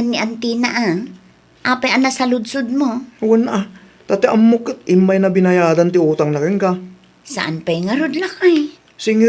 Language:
Iloko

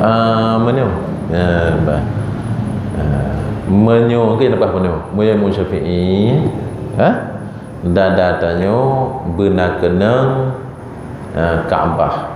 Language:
Achinese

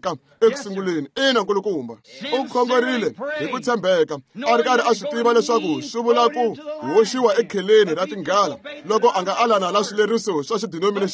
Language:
Tsonga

